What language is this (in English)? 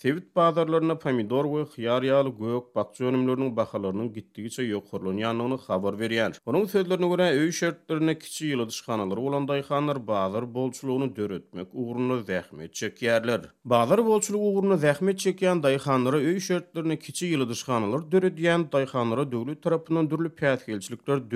Turkmen